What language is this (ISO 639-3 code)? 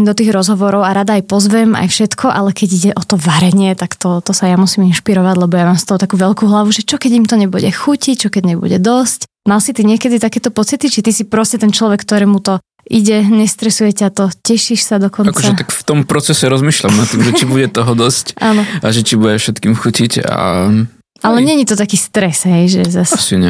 slk